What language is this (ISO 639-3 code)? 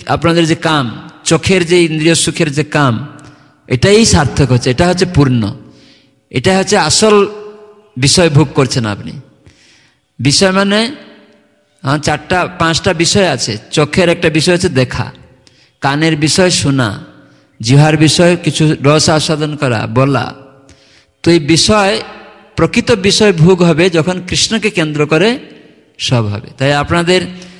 ben